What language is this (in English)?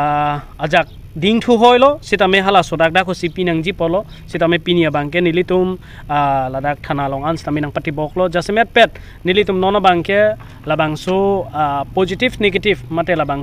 Karbi